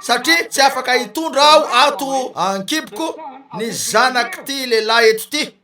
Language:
Malagasy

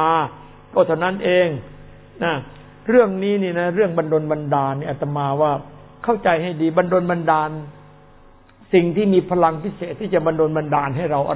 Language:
Thai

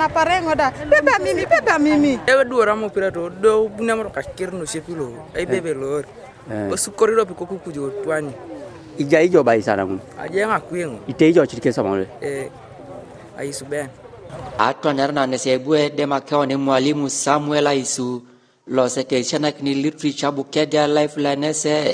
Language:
Teso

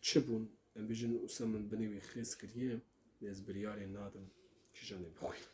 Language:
Kurdish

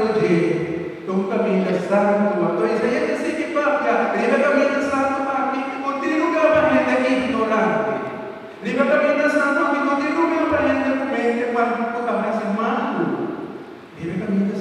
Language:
Papiamento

